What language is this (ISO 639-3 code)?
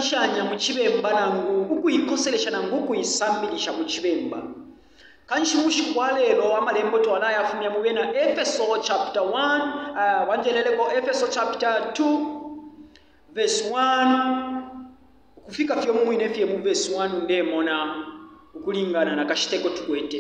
bem